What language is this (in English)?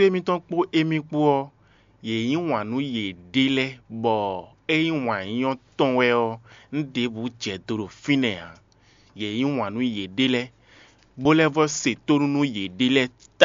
Fon